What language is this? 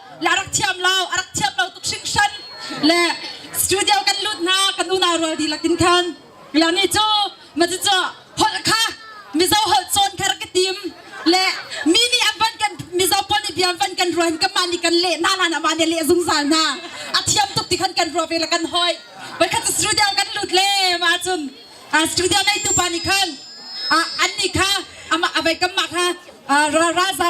Hakha Chin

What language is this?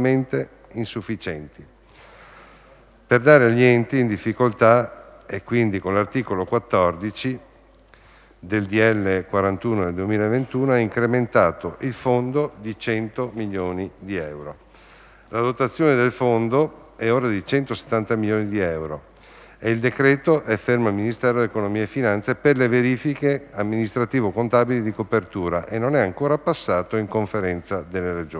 Italian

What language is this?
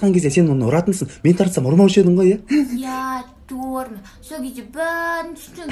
Kazakh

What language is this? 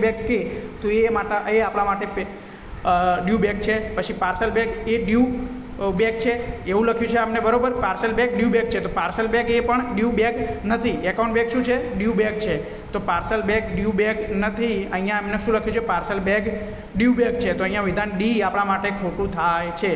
Gujarati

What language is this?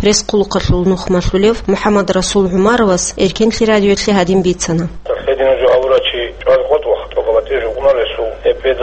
Avaric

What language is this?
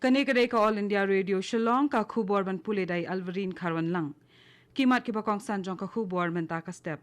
Khasi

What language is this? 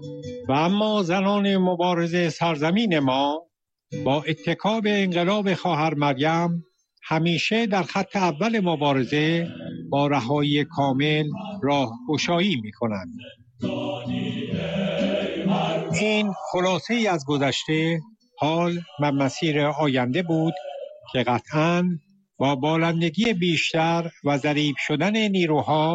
Persian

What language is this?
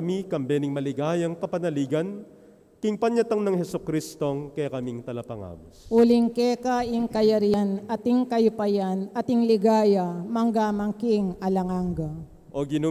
Pampanga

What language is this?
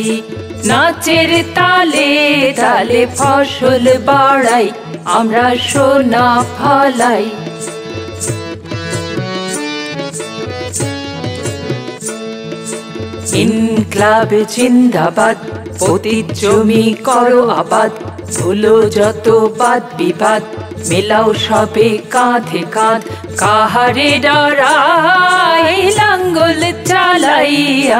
Bangla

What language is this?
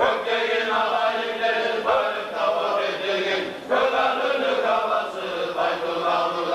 Kumyk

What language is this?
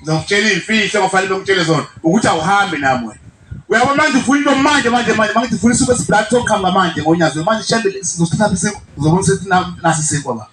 Zulu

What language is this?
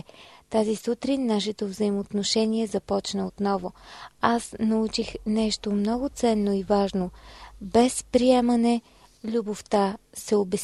Bulgarian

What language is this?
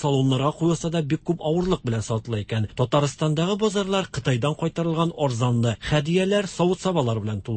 Tatar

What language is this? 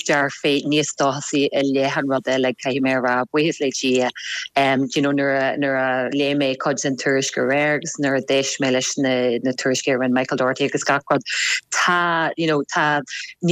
Irish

